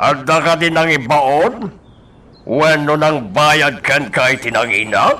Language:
Iloko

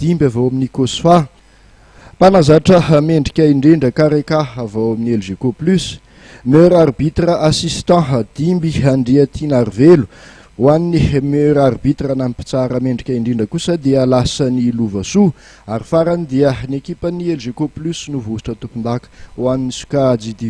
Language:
Malagasy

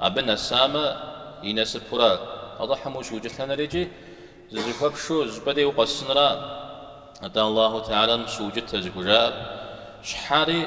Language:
Kabardian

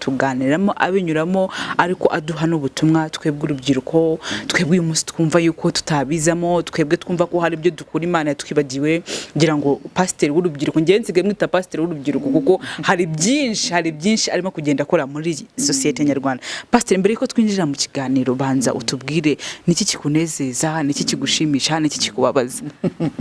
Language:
Kinyarwanda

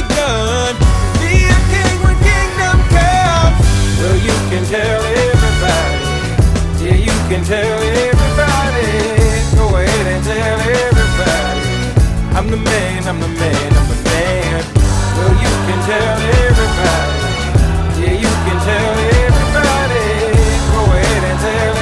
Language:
English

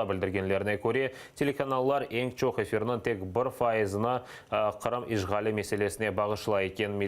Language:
Crimean Tatar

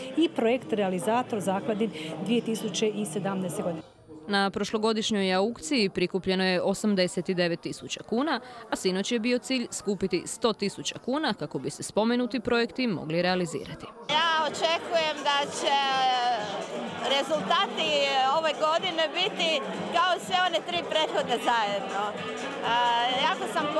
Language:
Croatian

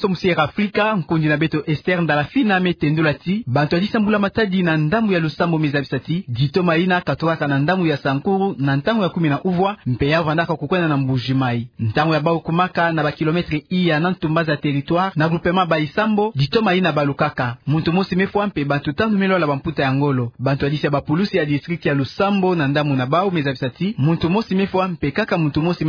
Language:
Kituba (Democratic Republic of Congo)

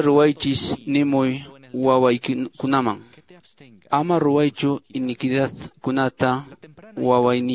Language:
Quechua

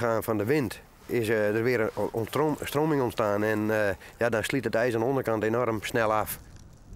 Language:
Western Frisian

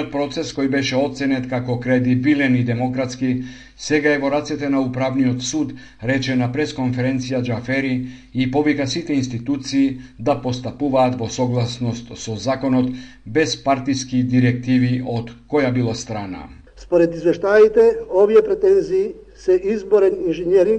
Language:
Macedonian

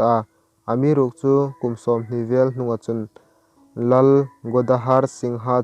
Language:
Hmar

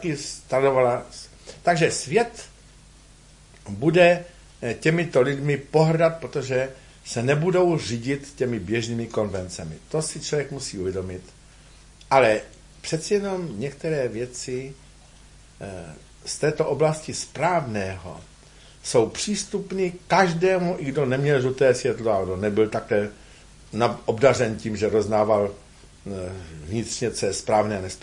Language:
Czech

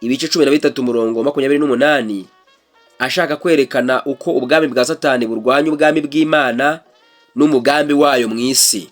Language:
Kinyarwanda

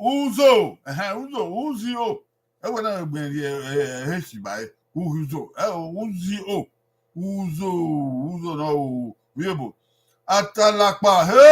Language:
Bini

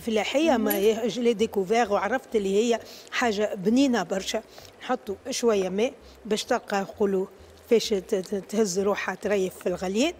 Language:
Tunisian Arabic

